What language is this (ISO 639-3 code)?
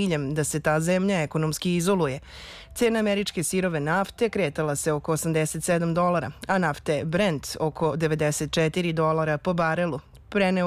srp